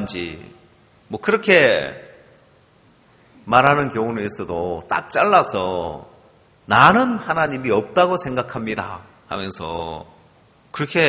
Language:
Korean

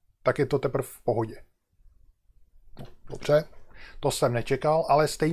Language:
Czech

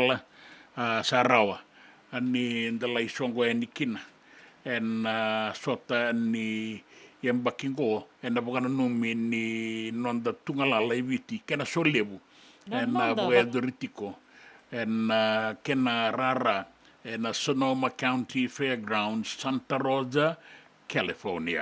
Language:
Fijian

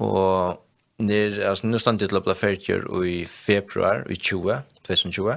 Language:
Faroese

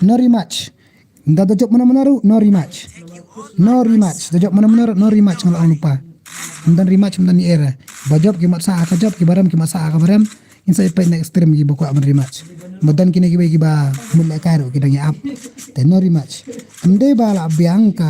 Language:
Khasi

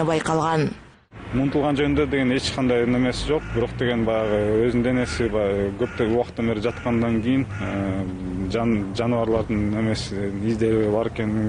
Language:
Kyrgyz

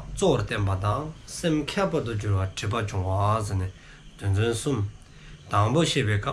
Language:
Dzongkha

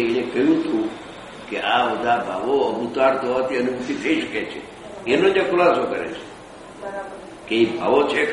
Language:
Gujarati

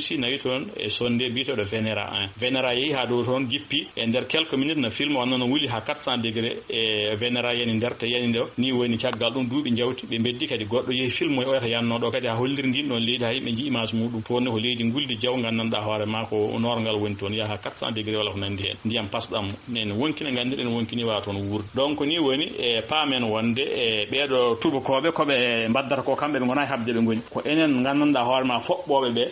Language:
Fula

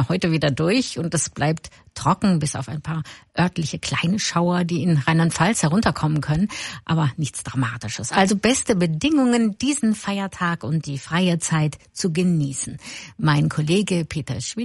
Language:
German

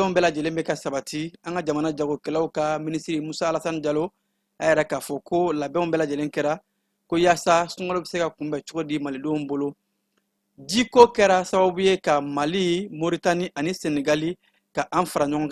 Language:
Bambara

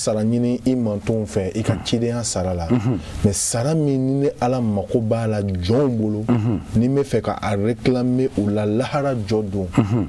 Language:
Bambara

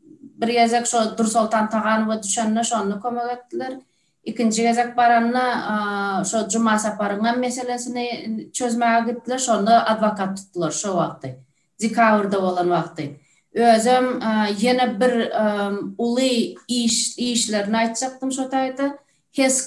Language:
Turkmen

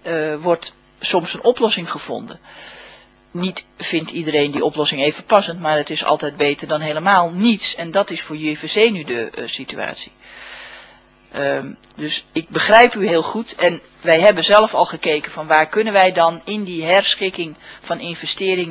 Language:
Dutch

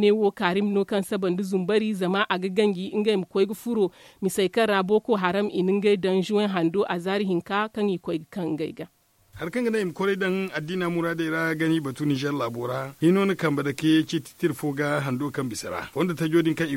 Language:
Zarma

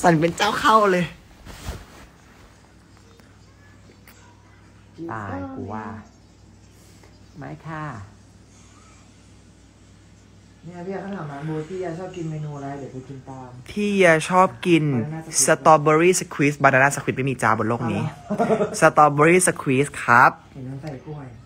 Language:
Thai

